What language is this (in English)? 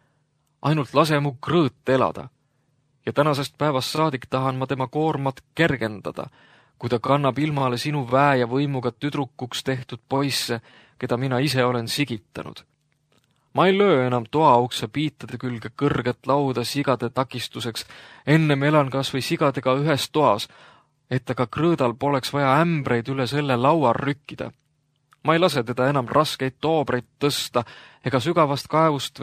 Estonian